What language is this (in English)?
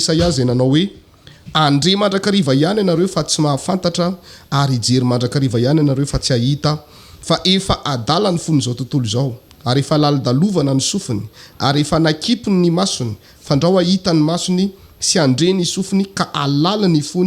Malagasy